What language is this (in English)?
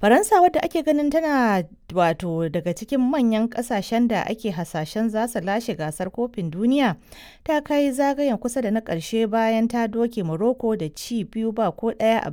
Hausa